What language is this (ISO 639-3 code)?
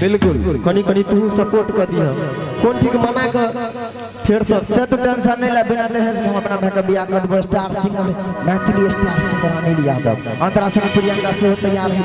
mai